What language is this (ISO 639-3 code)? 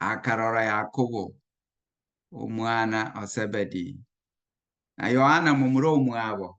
guz